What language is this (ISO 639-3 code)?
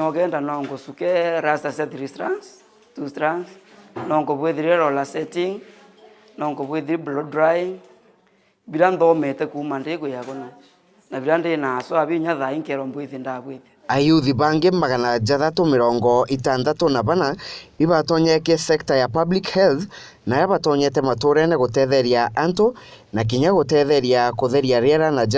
mer